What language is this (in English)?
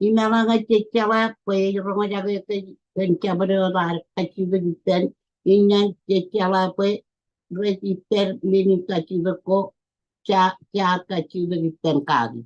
Marshallese